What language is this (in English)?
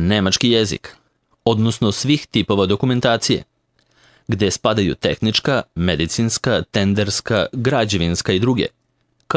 Serbian